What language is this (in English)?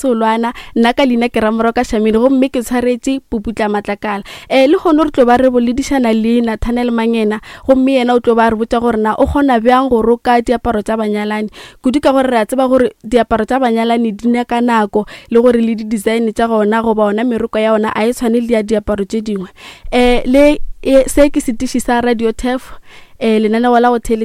Northern Sotho